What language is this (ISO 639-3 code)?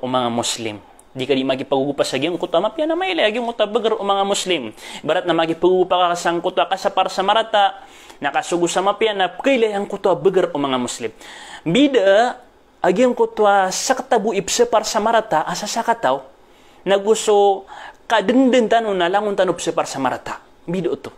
mrw